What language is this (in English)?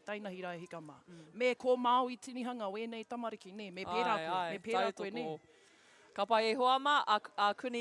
Māori